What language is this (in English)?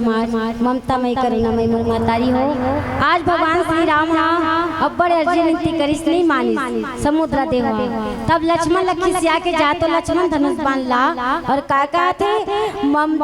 Chhattisgarhi